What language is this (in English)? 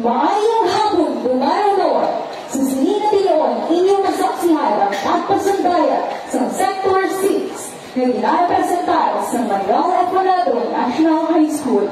Hiligaynon